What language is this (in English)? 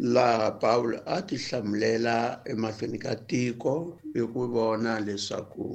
Tsonga